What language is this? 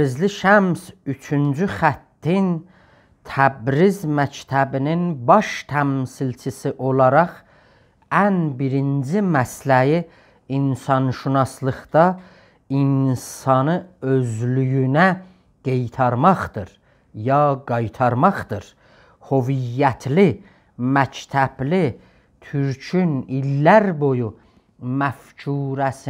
South Azerbaijani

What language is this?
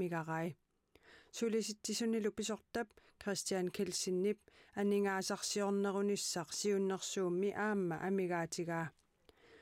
Kalaallisut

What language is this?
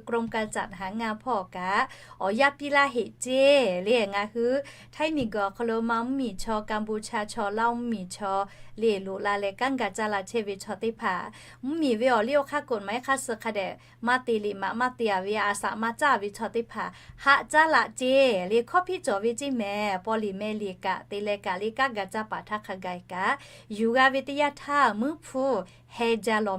Lahu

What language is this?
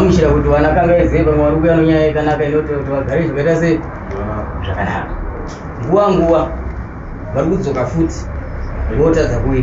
Shona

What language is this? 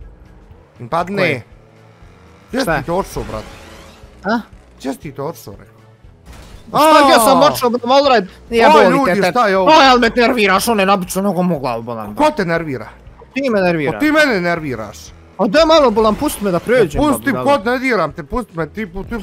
Bosnian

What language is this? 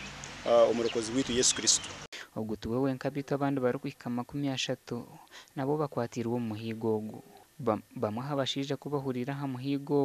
Nyankole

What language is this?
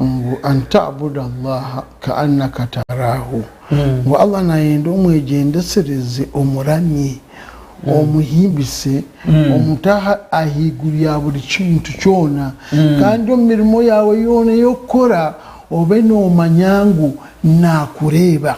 Nyankole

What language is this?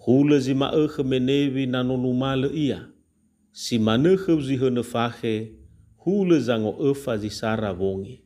Nias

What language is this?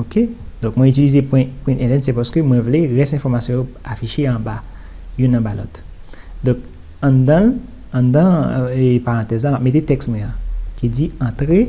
Haitian Creole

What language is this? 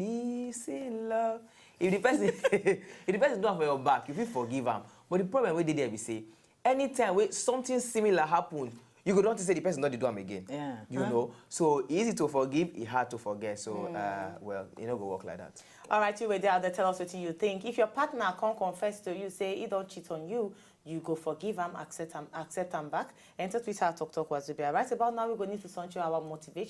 Nigerian Pidgin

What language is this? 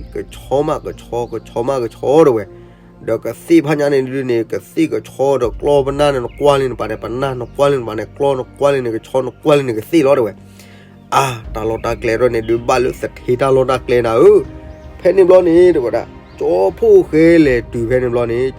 S'gaw Karen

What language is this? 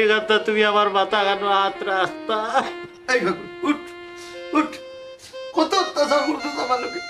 Sylheti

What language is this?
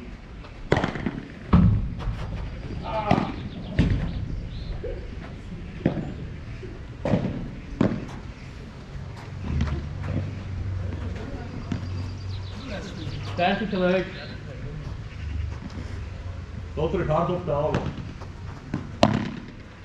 Dutch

